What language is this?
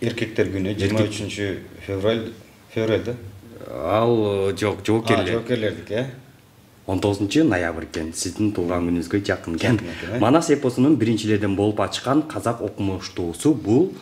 Kyrgyz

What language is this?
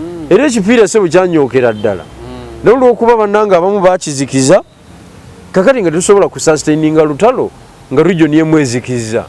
Ganda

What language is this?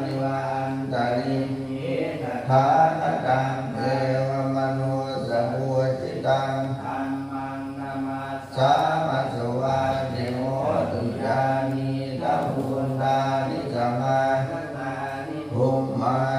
Pali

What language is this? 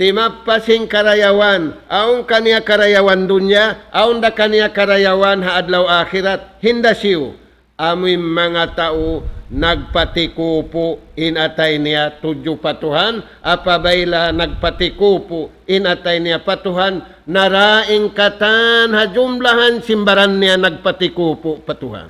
Tausug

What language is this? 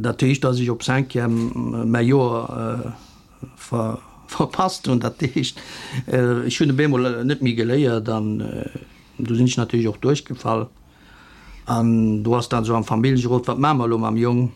Luxembourgish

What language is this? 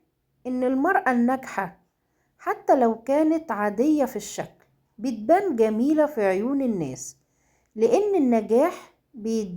Egyptian Arabic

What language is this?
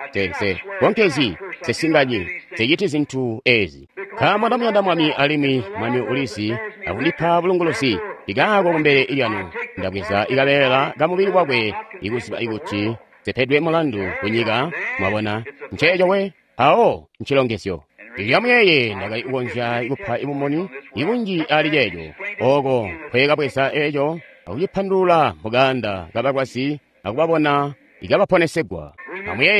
Tonga (Zambia)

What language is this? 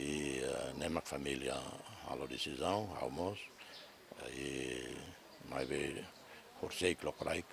Tetum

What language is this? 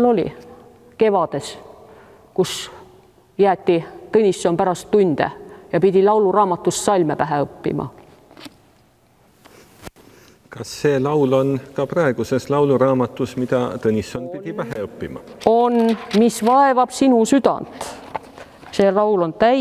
Estonian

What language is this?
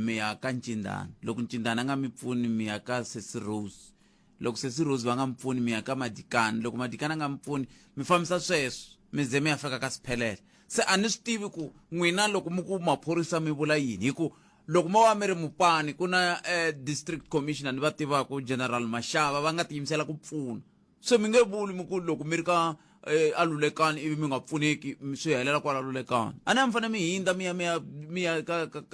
Tsonga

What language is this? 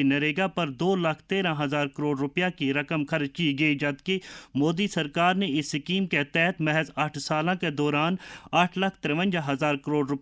Gujari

